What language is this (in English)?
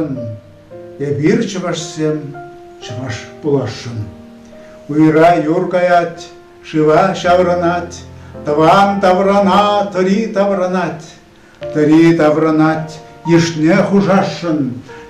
Chuvash